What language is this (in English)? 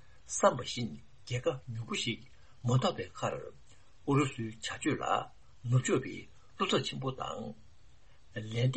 Tibetan